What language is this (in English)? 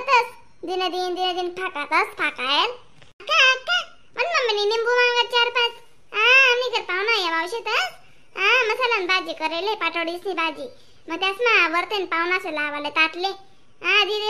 Khandesi